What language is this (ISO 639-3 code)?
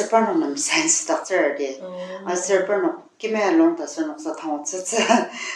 njo